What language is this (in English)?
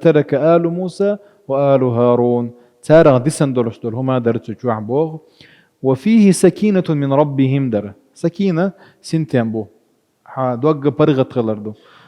Chechen